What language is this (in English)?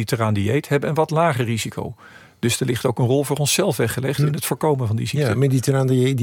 Dutch